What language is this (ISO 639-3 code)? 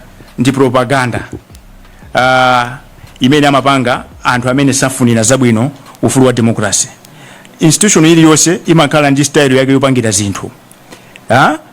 nya